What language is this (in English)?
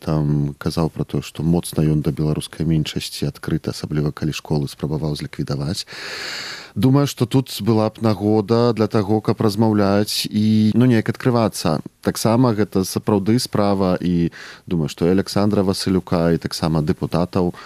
Belarusian